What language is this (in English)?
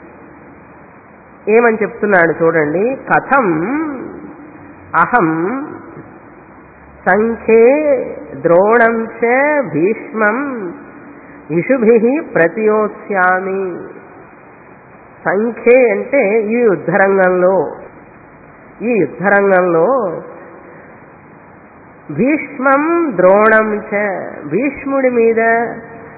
Telugu